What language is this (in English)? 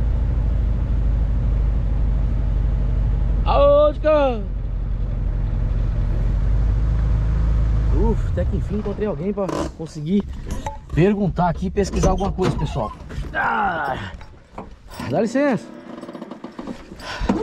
Portuguese